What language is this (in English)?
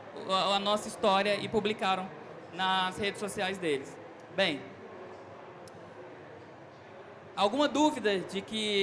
Portuguese